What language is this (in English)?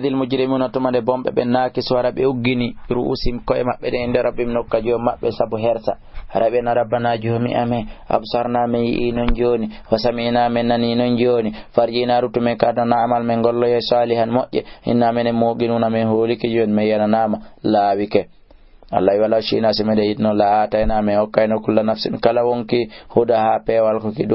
Fula